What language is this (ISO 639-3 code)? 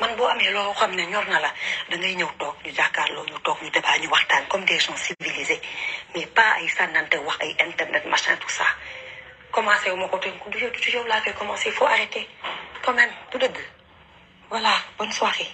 wol